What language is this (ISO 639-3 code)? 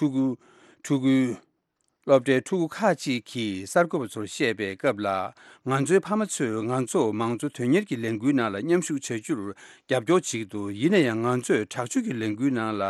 bod